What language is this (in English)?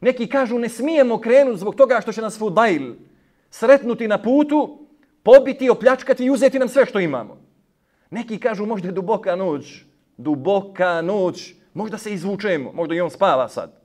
Bosnian